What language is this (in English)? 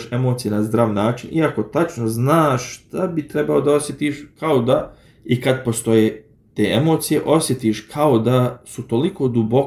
Bosnian